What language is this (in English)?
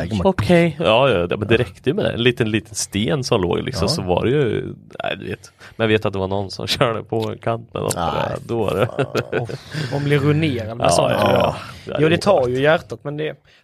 Swedish